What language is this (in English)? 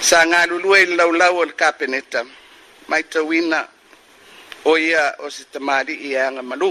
Samoan